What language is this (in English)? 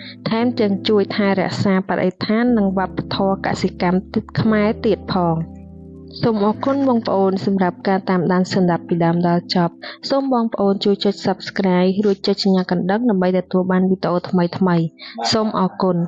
Khmer